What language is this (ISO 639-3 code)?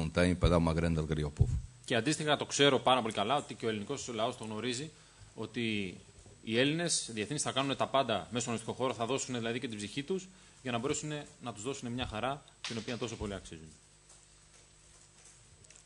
ell